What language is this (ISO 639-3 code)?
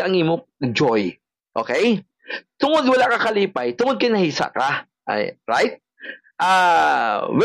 hil